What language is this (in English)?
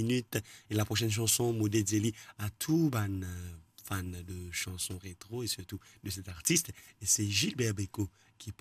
Morisyen